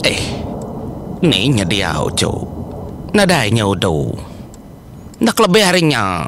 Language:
Iban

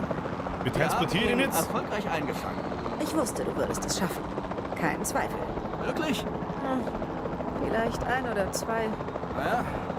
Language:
Bavarian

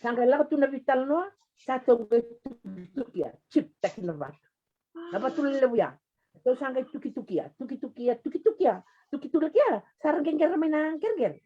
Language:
Fijian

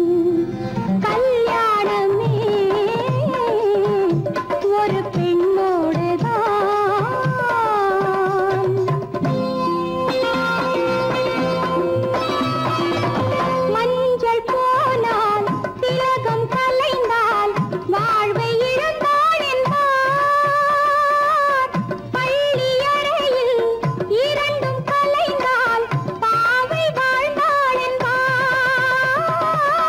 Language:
Tamil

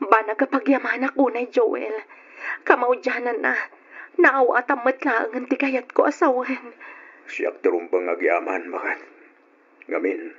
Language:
Iloko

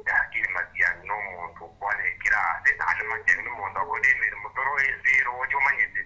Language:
Gusii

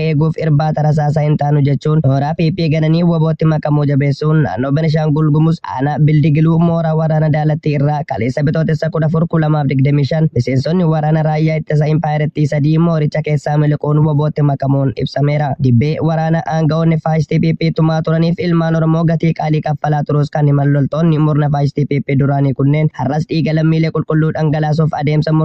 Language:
Oromo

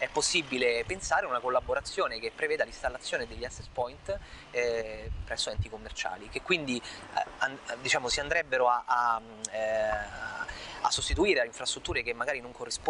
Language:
Italian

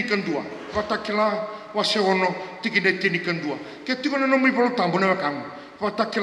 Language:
Fijian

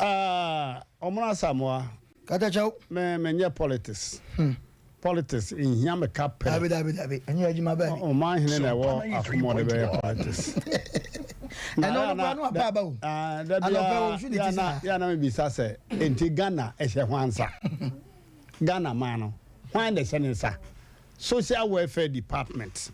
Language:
Akan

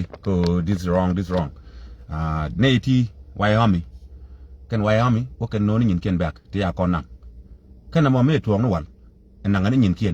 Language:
Nuer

